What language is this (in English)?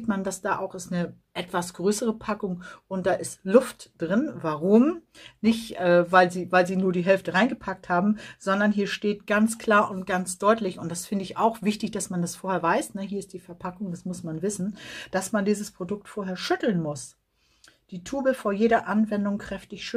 German